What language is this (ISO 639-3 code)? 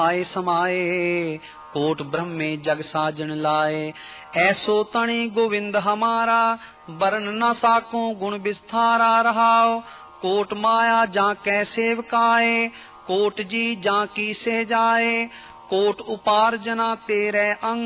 pan